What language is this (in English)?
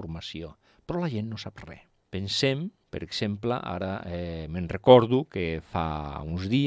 Catalan